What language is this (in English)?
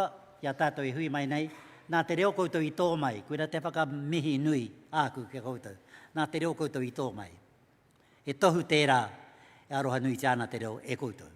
Māori